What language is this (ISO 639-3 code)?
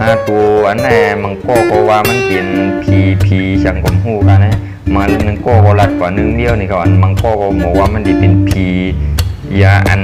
shn